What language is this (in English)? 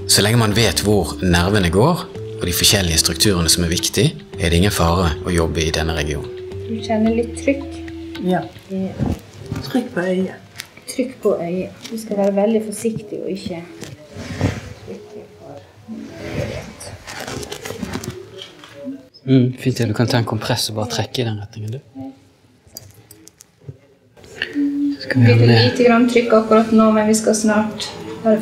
Norwegian